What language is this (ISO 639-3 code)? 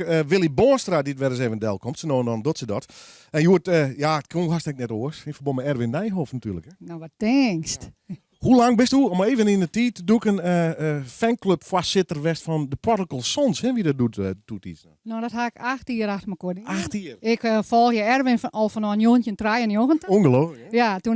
fry